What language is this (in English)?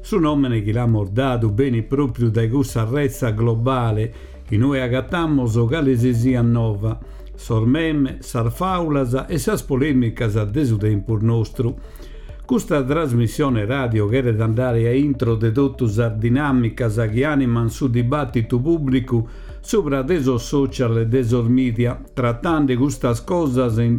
Sardinian